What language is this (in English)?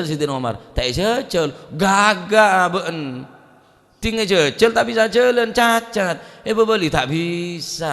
Madurese